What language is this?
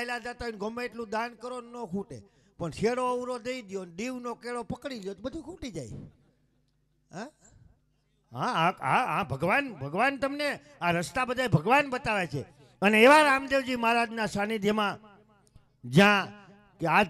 Gujarati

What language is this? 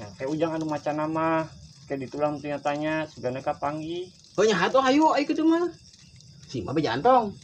Sundanese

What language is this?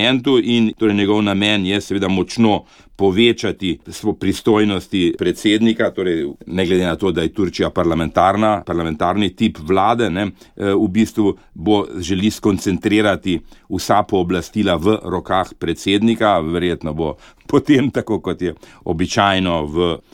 Slovenian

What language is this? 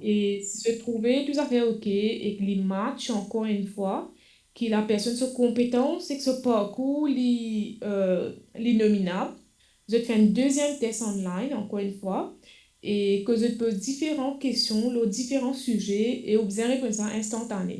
Morisyen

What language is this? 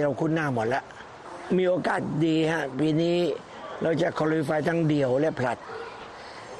Thai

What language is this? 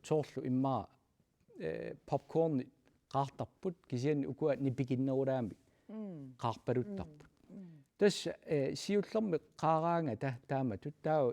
Kalaallisut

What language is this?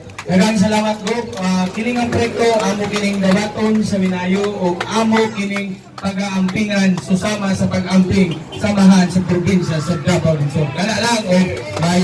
Cebuano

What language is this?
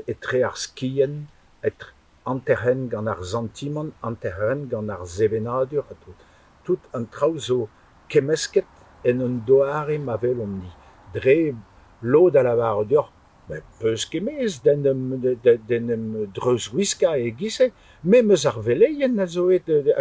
Breton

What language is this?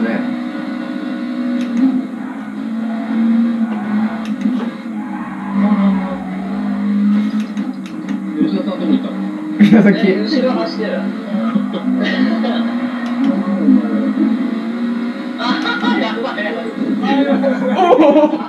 Japanese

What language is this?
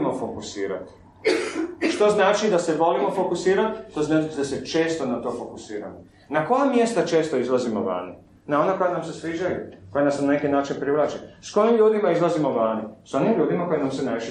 Croatian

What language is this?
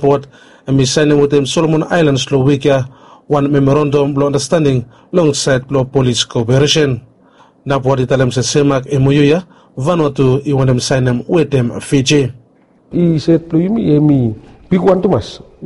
Bislama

